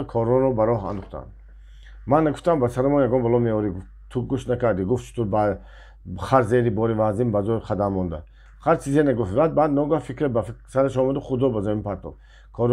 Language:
Tajik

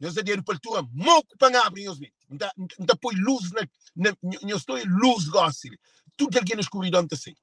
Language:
Kabuverdianu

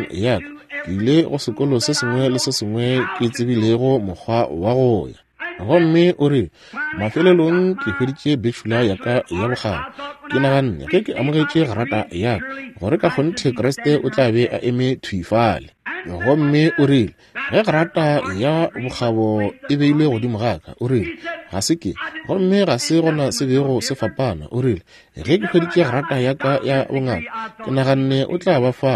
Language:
Northern Sotho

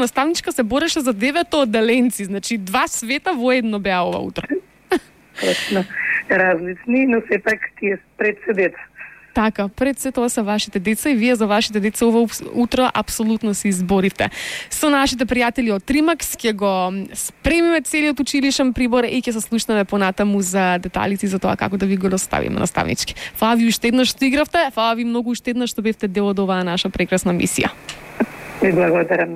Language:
Macedonian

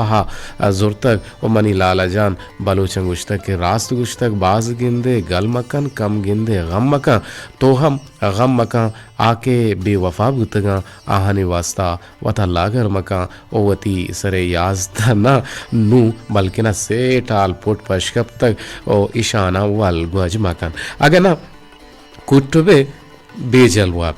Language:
Eastern Balochi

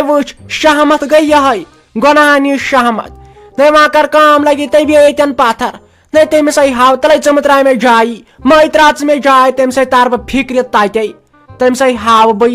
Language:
Kashmiri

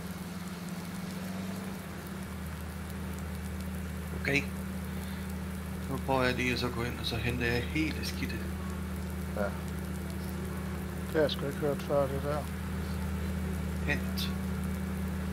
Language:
Danish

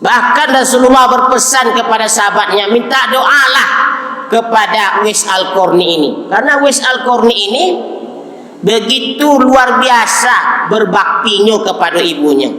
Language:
Minangkabau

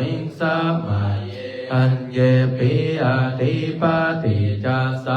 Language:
Pali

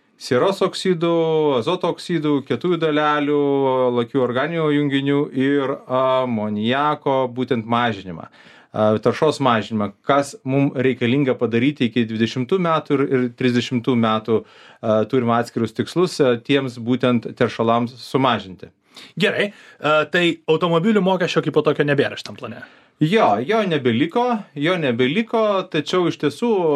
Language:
Lithuanian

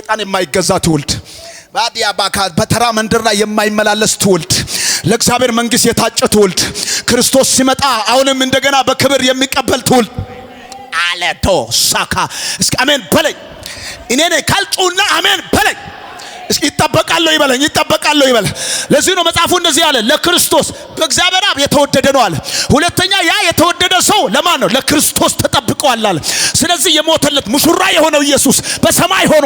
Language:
Amharic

